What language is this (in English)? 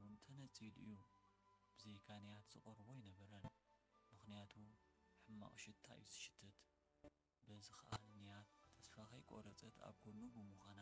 Tigrinya